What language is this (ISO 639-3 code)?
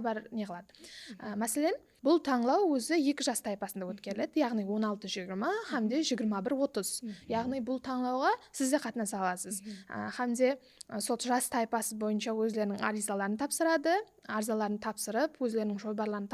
kaa